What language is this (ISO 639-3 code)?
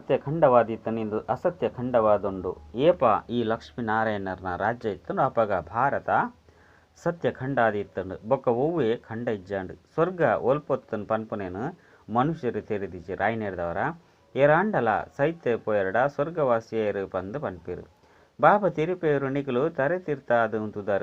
tcy